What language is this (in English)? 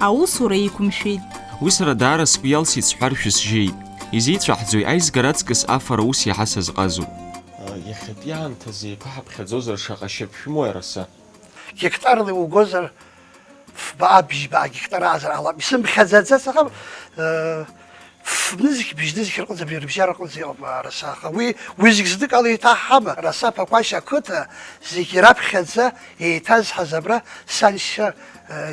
Abkhazian